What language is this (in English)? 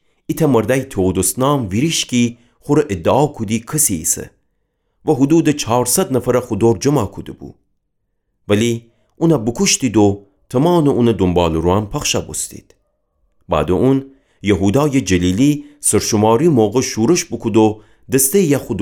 Gilaki